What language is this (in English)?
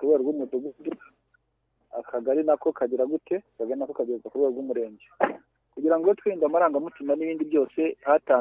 Kinyarwanda